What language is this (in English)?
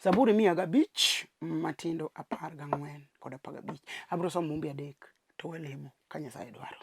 Luo (Kenya and Tanzania)